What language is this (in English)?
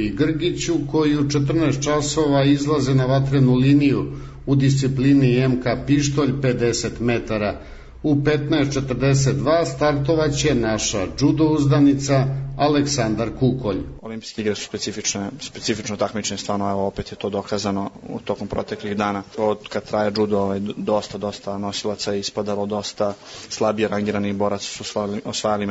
Serbian